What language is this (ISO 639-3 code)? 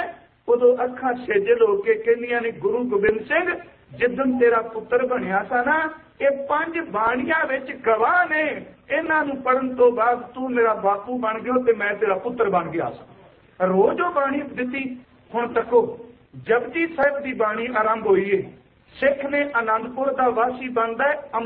pan